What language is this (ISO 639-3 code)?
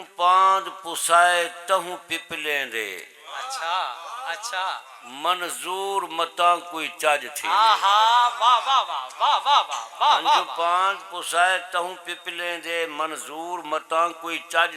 skr